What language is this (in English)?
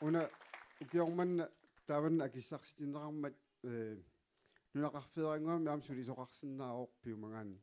Kalaallisut